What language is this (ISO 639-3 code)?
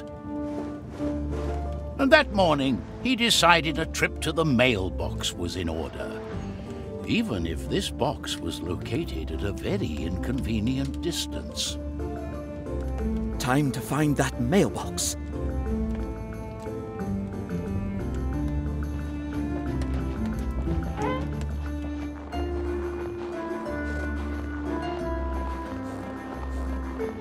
eng